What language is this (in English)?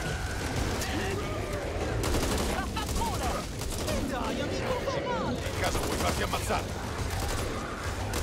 Italian